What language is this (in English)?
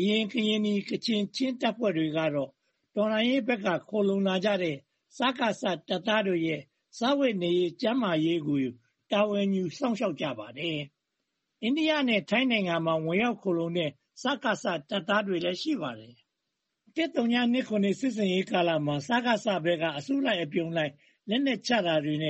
Burmese